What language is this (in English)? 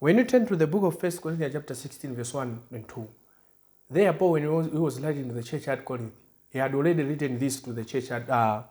English